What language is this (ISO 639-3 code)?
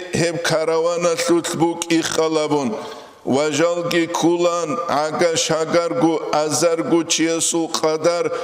ava